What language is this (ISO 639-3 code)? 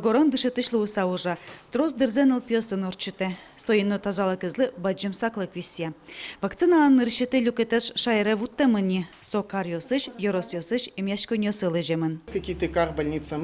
udm